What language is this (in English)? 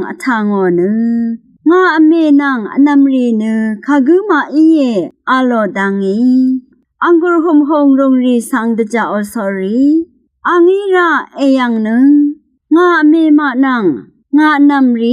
Rawang